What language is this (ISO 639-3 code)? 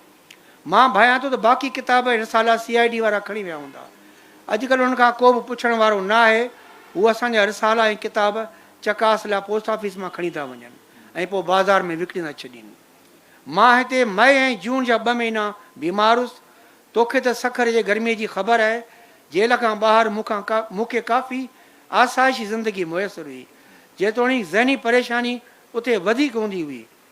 snd